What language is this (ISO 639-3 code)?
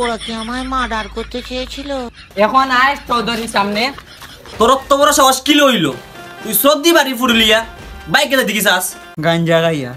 syl